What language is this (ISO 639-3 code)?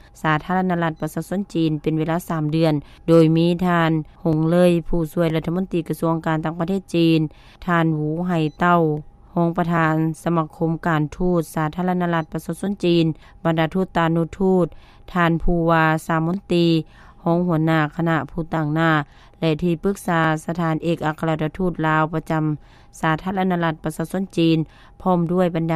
lao